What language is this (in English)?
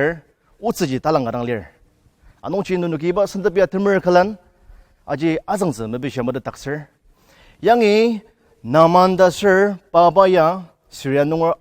Ao Naga